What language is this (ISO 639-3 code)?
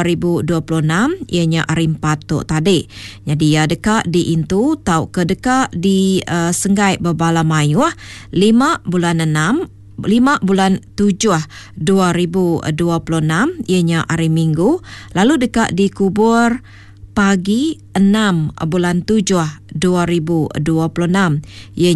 iba